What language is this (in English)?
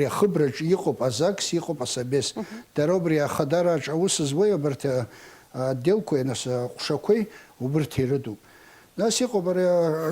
Abkhazian